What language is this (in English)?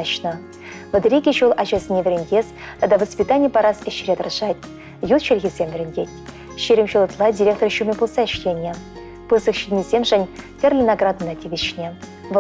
Chuvash